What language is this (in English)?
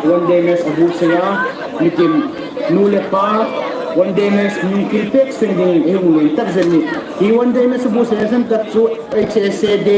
Hmar